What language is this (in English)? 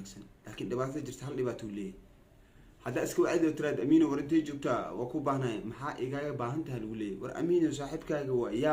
Somali